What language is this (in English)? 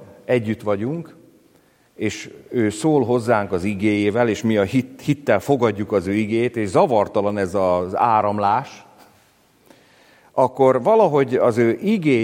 Hungarian